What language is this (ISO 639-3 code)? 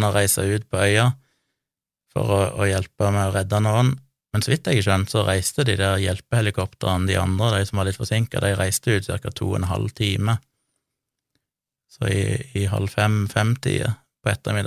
nor